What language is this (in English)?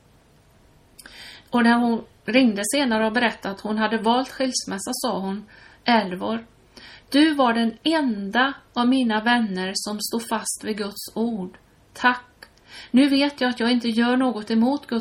Swedish